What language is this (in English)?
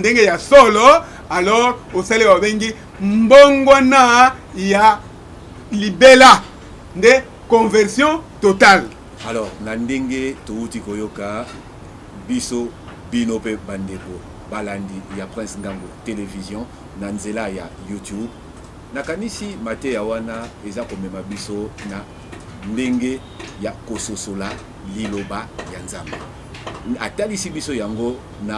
Lingala